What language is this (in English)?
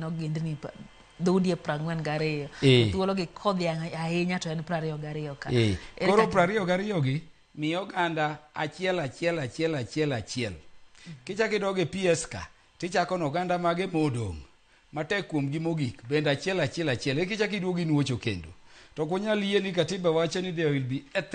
Luo (Kenya and Tanzania)